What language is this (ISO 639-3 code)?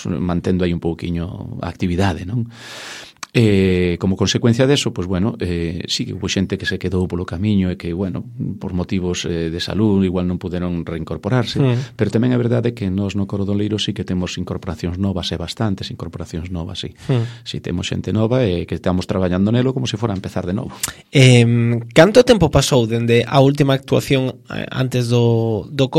glg